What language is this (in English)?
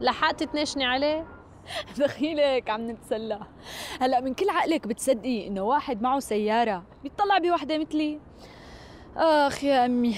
North Levantine Arabic